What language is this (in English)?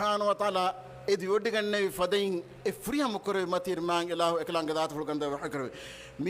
Divehi